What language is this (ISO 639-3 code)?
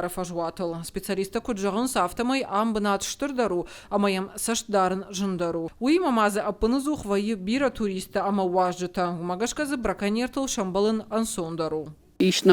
oss